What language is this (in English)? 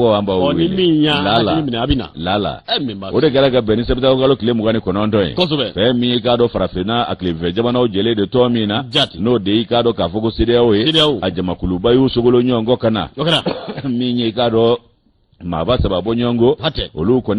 Bambara